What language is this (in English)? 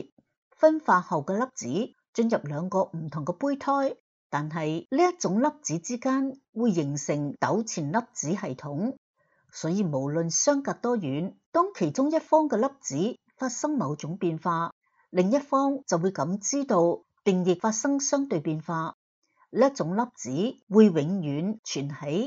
Cantonese